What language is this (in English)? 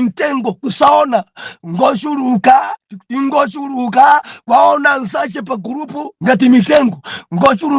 Nyanja